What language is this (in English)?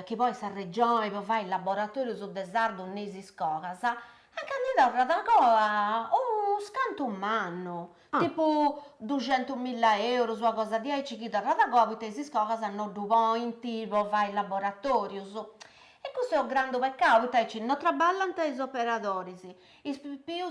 Sardinian